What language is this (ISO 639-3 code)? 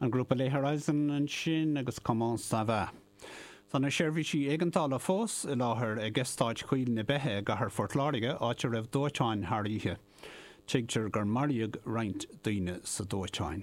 gle